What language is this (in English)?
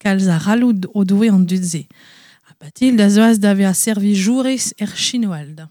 Breton